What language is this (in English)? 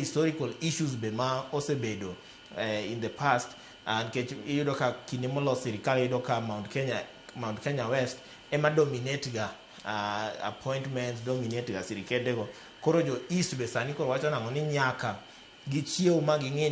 Luo (Kenya and Tanzania)